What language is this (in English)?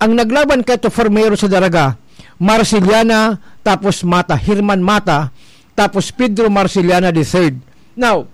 Bikol